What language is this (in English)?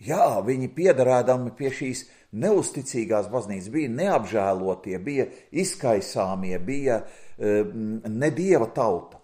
Latvian